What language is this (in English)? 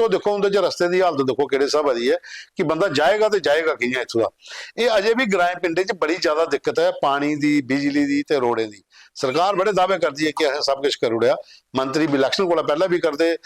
Dogri